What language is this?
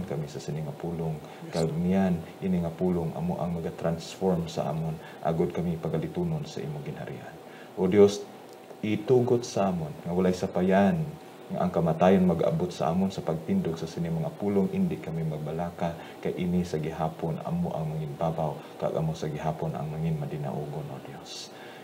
Hiligaynon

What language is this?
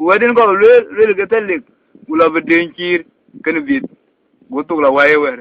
Dinka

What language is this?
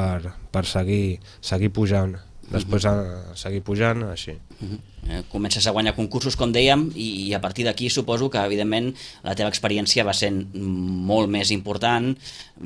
Catalan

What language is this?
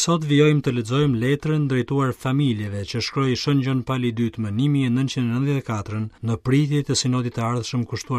Albanian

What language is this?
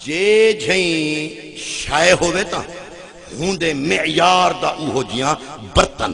Saraiki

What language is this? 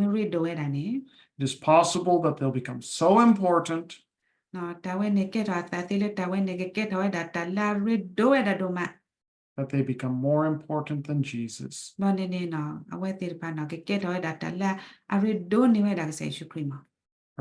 S'gaw Karen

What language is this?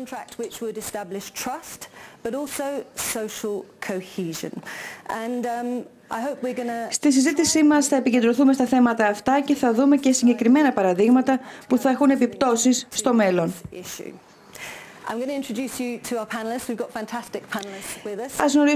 Greek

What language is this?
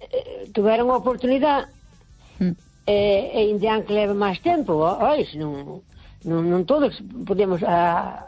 Galician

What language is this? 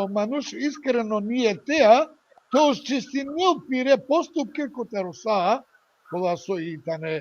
Balkan Romani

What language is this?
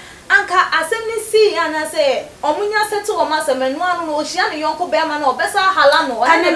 Akan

